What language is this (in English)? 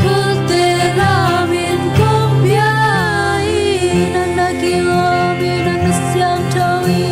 Tedim Chin